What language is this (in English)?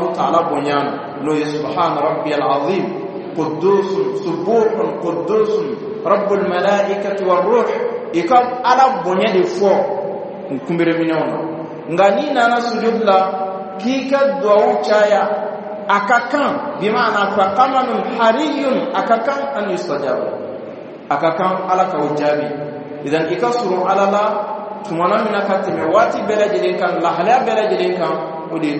Bambara